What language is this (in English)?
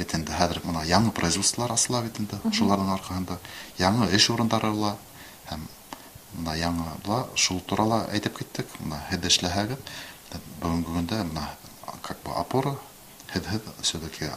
Bashkir